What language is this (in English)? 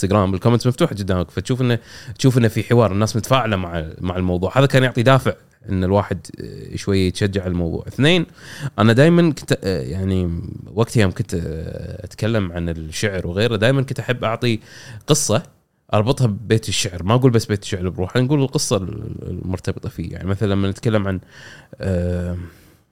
Gulf Arabic